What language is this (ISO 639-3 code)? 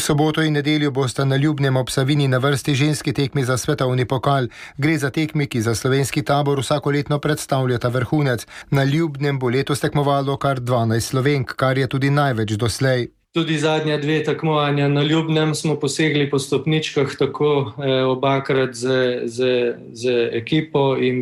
slv